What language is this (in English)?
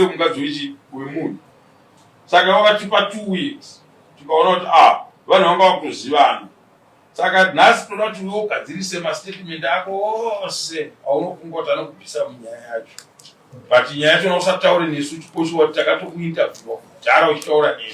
Shona